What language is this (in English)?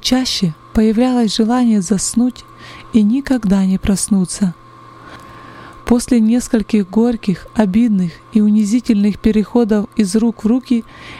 Russian